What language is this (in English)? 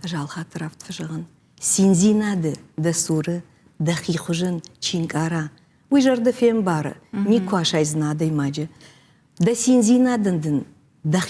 Ossetic